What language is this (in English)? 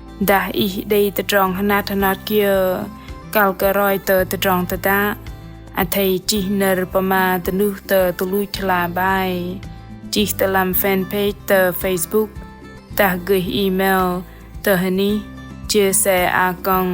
Bahnar